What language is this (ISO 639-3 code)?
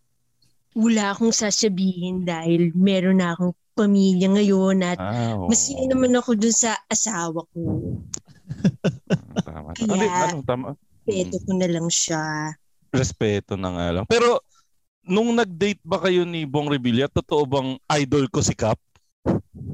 fil